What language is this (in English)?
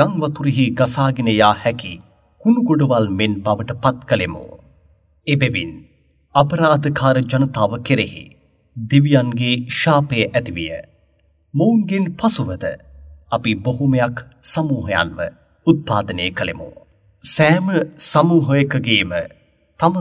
Sinhala